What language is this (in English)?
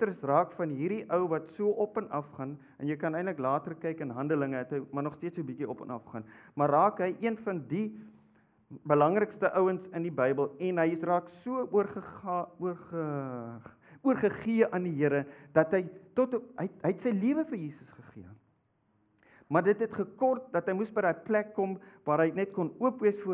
Afrikaans